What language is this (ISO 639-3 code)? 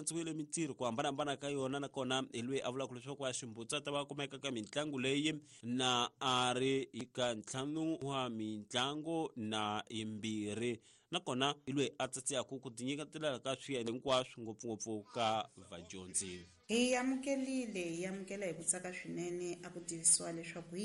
tso